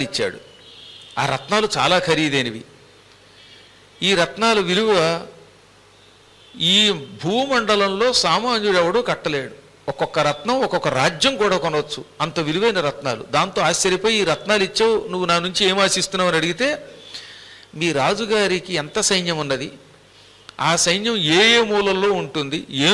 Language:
Telugu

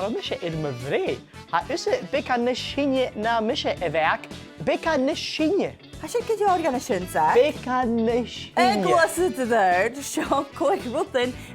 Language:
Scottish Gaelic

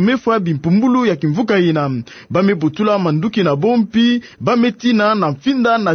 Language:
Kituba (Democratic Republic of Congo)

